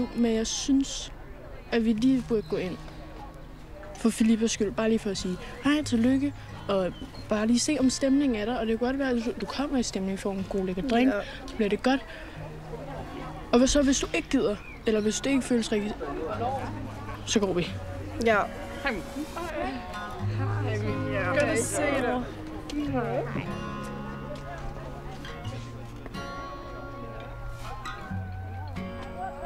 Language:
Danish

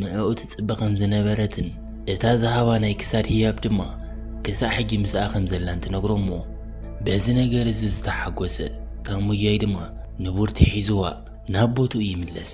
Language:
Tigrinya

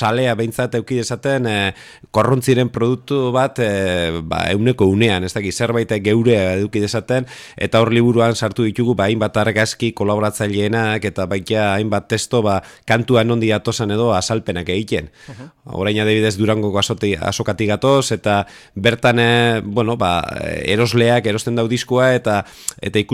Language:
Basque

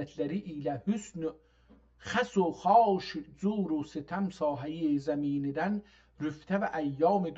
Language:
South Azerbaijani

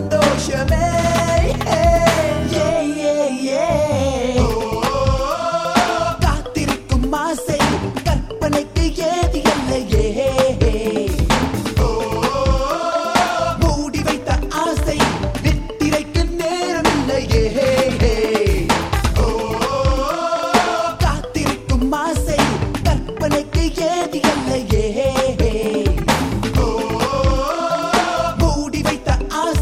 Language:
Tamil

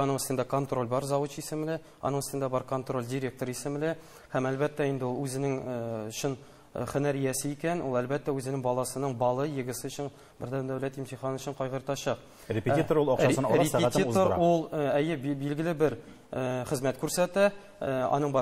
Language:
Tatar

